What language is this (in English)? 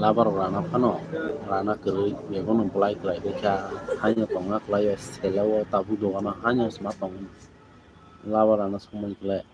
Kok Borok